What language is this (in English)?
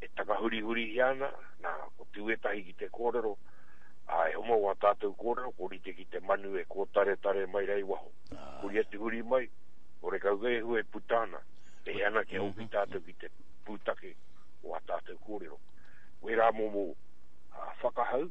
Māori